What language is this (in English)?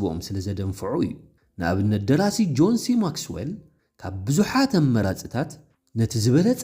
Tigrinya